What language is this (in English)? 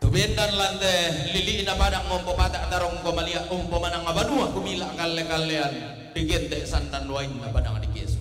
Toraja-Sa'dan